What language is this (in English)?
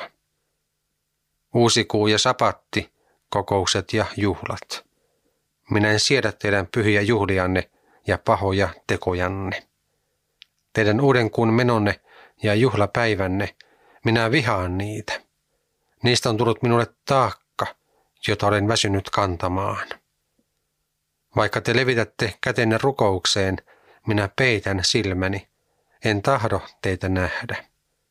Finnish